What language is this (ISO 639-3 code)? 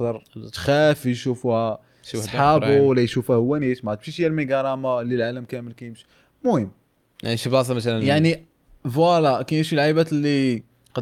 ary